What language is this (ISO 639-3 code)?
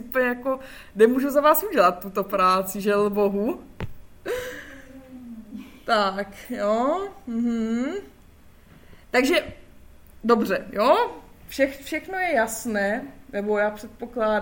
ces